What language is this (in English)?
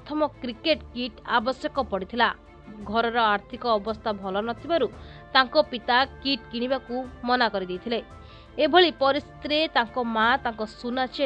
Odia